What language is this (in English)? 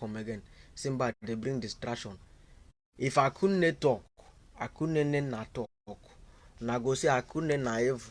Nigerian Pidgin